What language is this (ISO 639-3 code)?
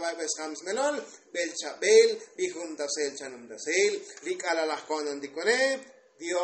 tzo